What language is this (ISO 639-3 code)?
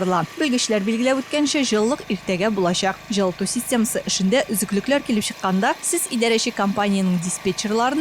tat